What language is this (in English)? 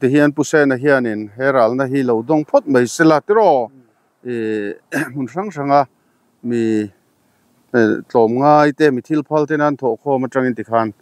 Mizo